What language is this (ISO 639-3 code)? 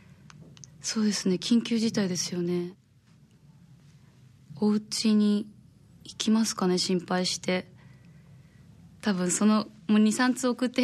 jpn